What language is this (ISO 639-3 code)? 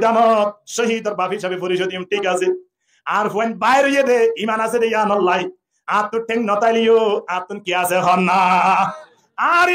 rhg